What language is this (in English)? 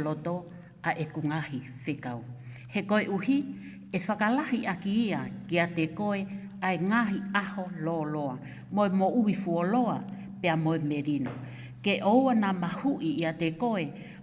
Tongan